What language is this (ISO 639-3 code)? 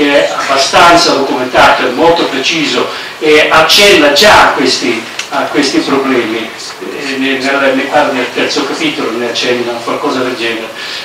ita